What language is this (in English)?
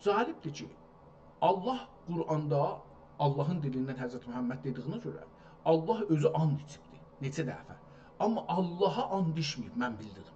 South Azerbaijani